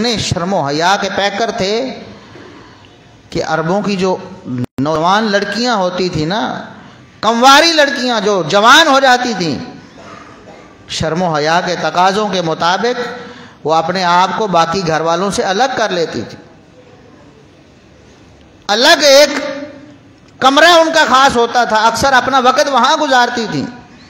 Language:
Urdu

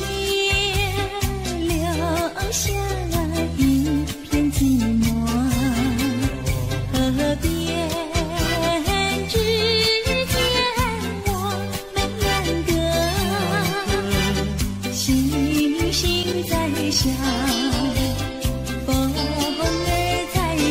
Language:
Chinese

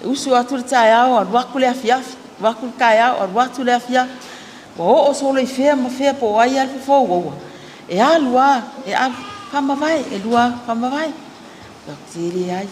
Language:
Samoan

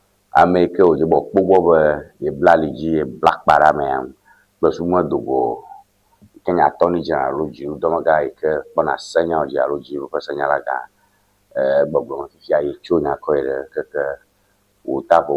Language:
Ewe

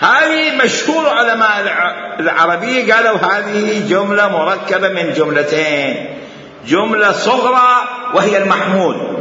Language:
Mesopotamian Arabic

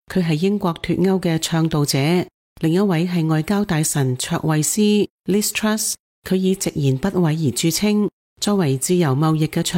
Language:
Cantonese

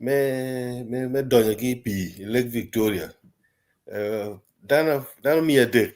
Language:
Acoli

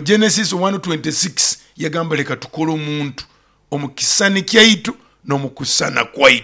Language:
Nyoro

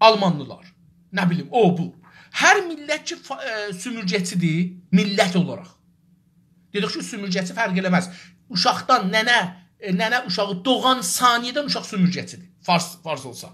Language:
South Azerbaijani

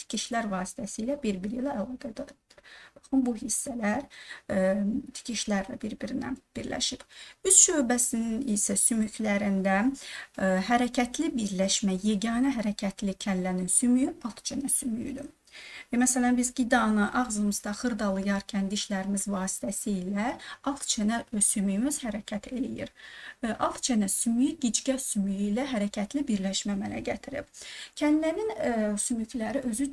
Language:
Azerbaijani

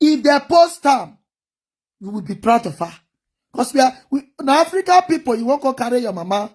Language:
Nigerian Pidgin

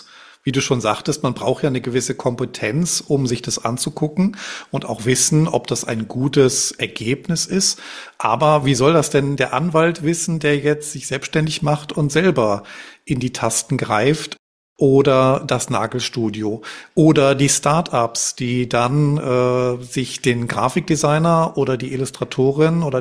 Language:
German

